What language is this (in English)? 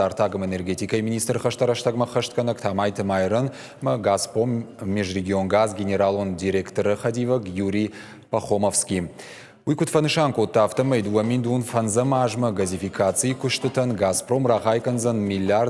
Ossetic